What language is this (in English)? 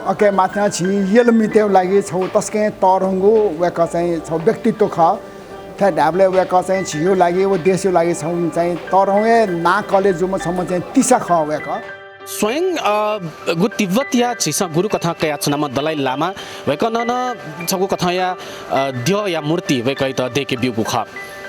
Newari